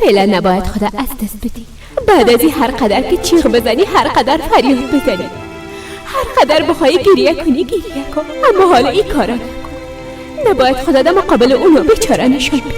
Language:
Persian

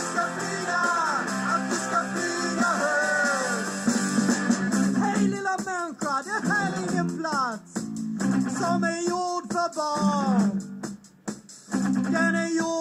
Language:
Swedish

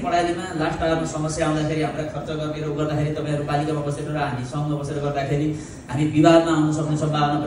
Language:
Nepali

